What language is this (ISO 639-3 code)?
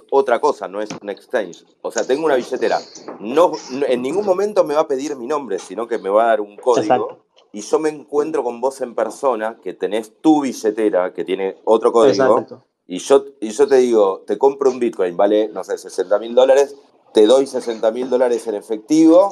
spa